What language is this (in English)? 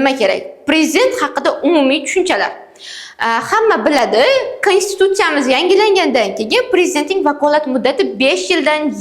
Uzbek